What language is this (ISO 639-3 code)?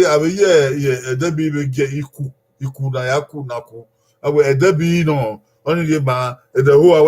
bin